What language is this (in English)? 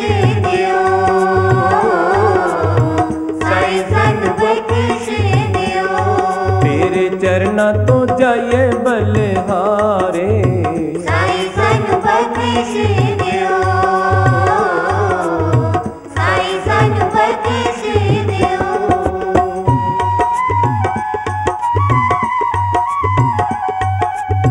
Punjabi